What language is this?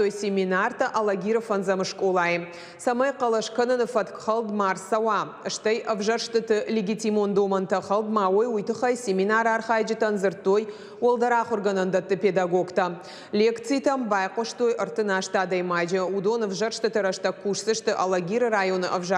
Ossetic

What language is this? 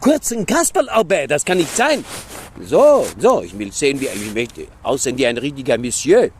Bavarian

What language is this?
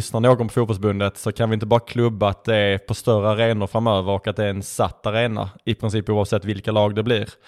Swedish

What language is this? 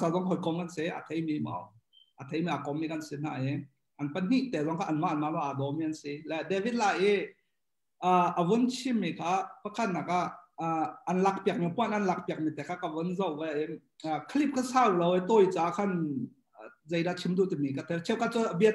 Hakha Chin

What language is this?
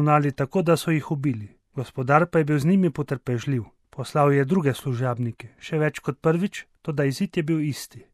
Slovenian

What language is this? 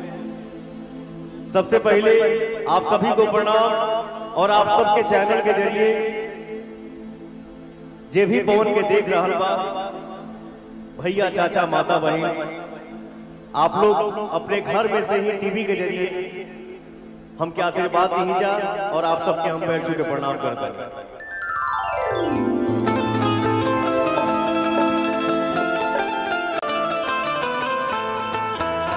Bhojpuri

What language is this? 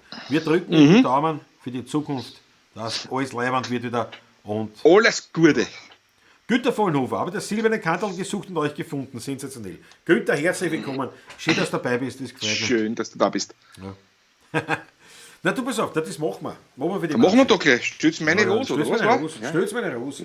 Bavarian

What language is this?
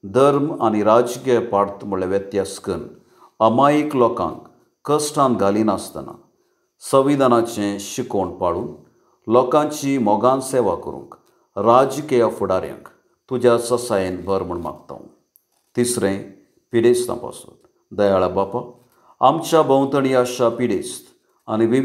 Konkani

